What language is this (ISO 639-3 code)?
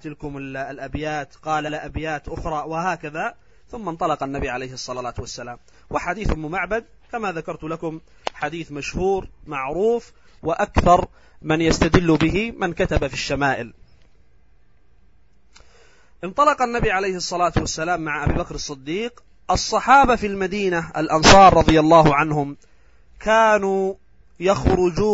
ara